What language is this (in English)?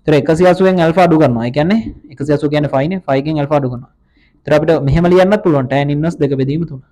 Sinhala